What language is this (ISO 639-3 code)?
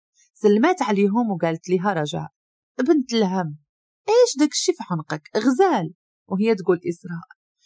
ary